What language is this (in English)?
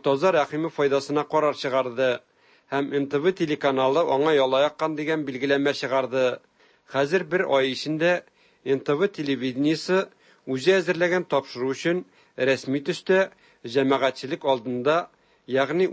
Tatar